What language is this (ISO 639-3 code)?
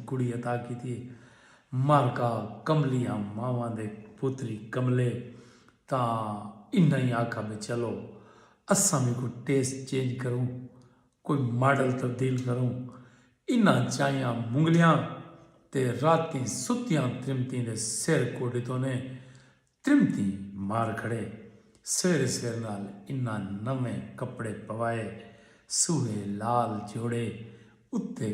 skr